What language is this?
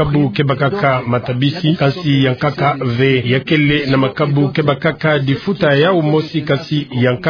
Kituba (Democratic Republic of Congo)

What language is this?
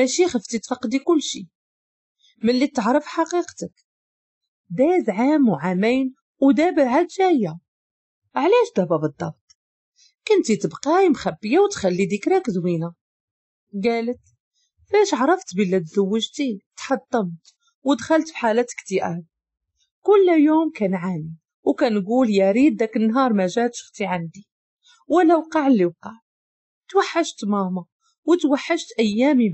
Moroccan Arabic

